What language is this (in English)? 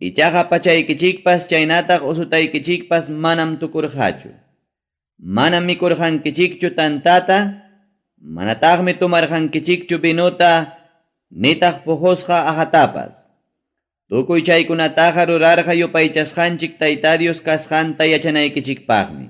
Ayacucho Quechua